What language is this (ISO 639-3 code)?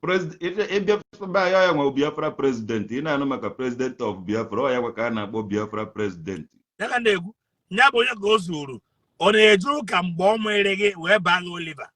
ibo